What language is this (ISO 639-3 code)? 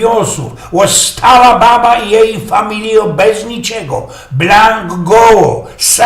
szl